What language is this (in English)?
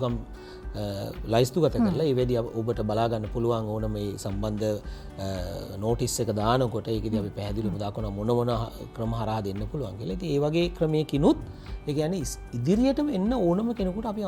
Sinhala